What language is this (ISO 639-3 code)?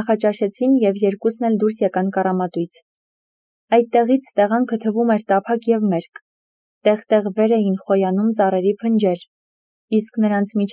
hye